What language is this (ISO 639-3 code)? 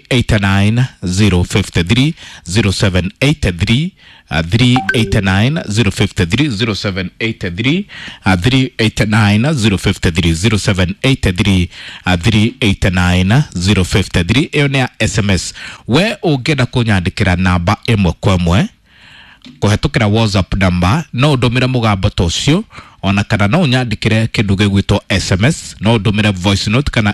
kik